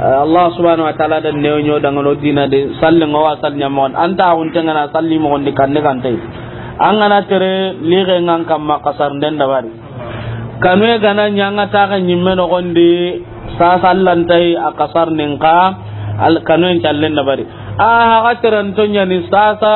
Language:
Soninke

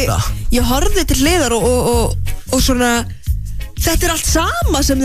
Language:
Icelandic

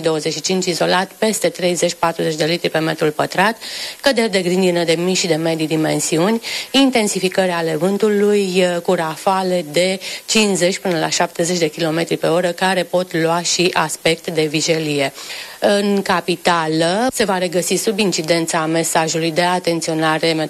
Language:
Romanian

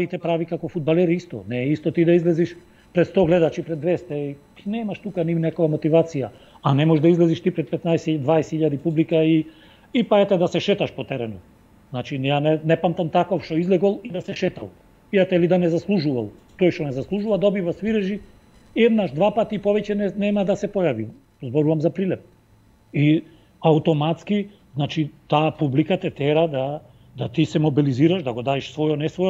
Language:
Macedonian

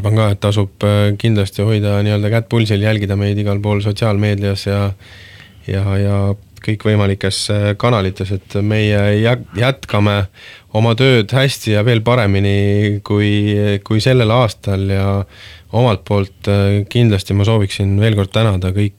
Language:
Estonian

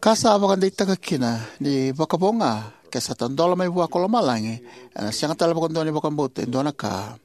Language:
Fijian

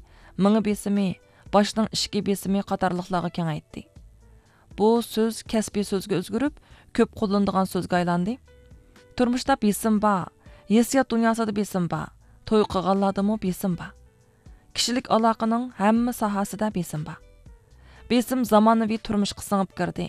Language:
Uyghur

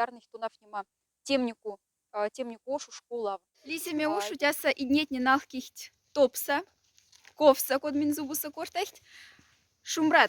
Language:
Moksha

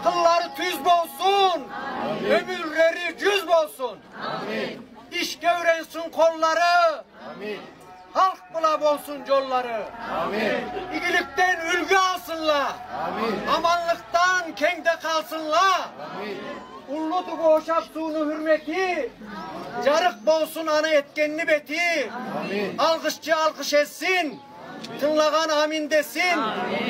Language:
Karachay-Balkar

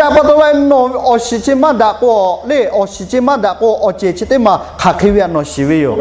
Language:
Lahu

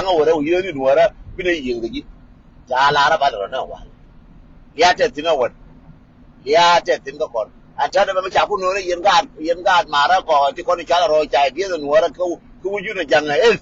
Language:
Nuer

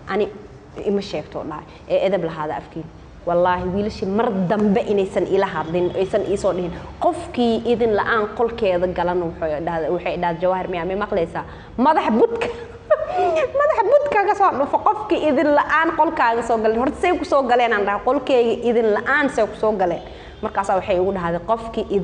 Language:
Somali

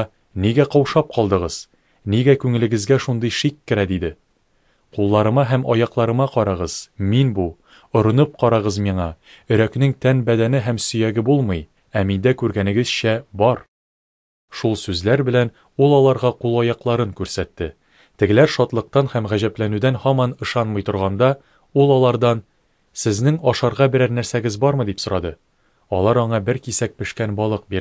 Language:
Tatar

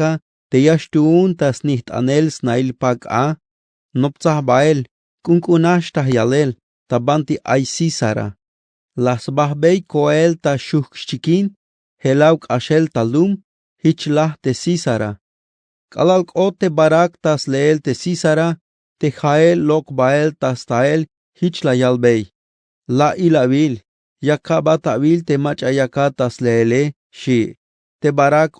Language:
Tzeltal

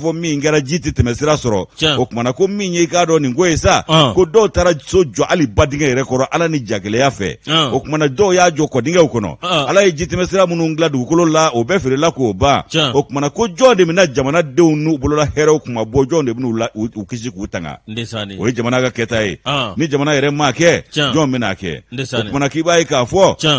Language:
Bambara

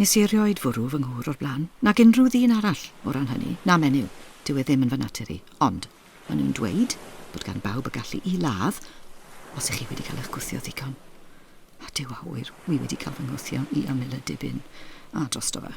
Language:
Welsh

